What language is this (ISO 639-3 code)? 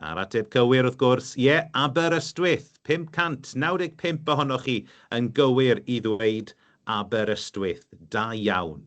cym